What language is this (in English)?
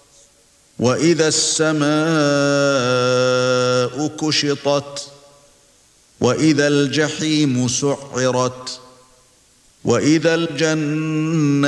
Arabic